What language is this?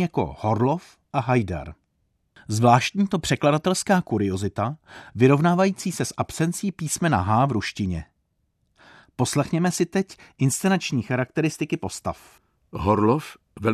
Czech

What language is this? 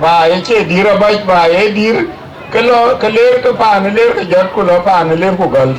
Dinka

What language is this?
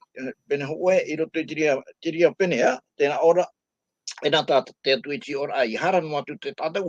Tahitian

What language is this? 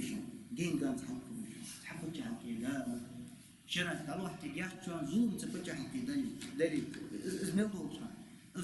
Ingush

